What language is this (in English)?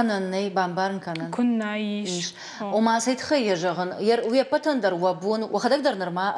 Ossetic